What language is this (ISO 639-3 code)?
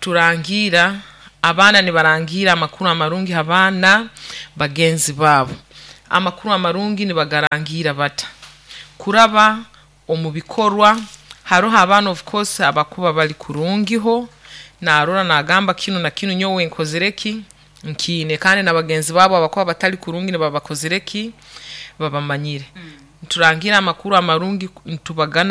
nyo